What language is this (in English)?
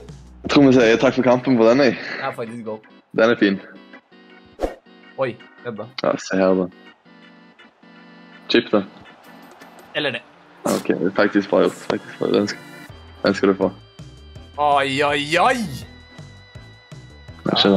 Norwegian